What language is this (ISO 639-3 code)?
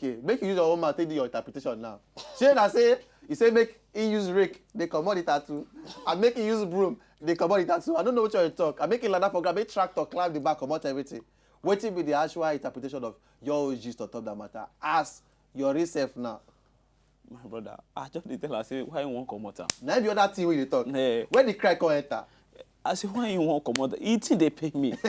pcm